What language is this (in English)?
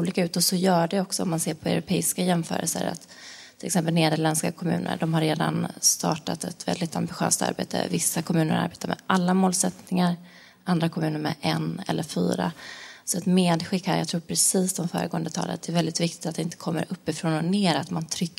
Swedish